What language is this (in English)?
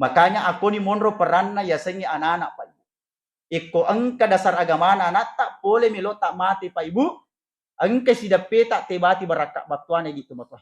Buginese